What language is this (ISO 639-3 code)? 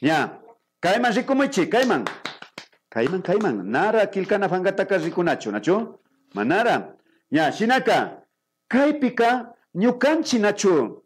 qvi